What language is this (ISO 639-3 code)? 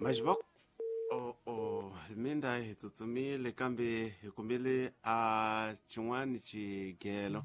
tso